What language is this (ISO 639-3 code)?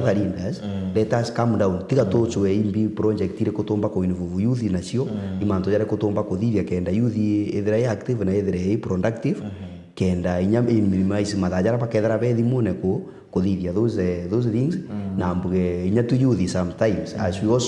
mer